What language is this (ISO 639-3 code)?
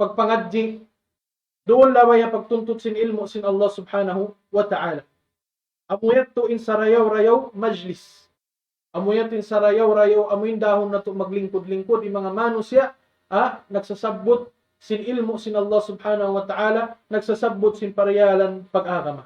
tsg